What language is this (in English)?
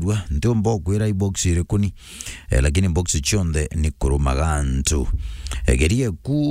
Meru